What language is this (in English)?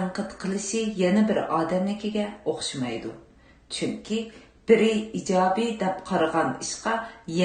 Uyghur